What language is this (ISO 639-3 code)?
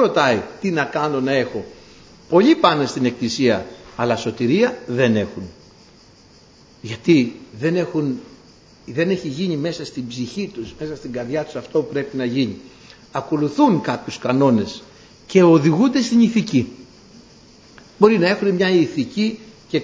ell